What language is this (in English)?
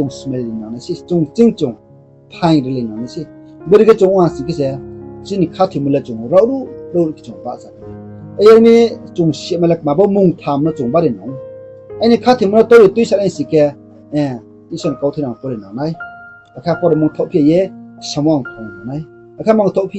Riang (India)